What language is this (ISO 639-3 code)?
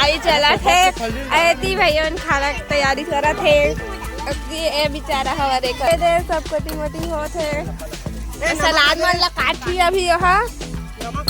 hne